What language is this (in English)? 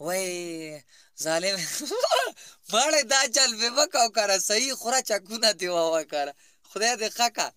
Pashto